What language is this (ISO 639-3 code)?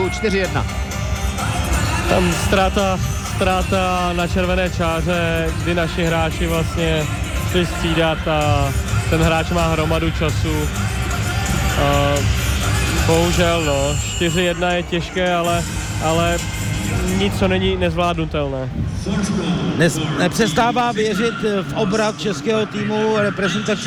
ces